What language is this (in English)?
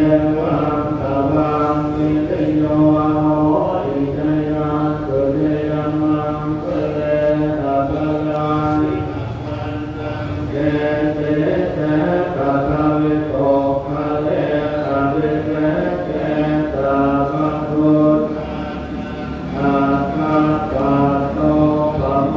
Pali